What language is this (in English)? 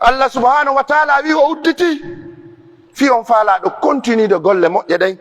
Pular